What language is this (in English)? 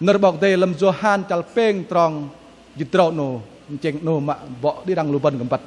Bahnar